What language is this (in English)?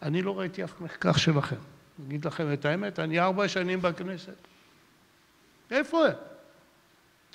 Hebrew